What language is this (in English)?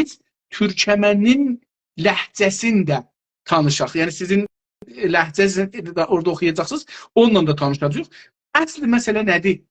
South Azerbaijani